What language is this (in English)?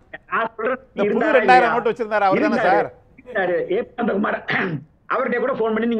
Tamil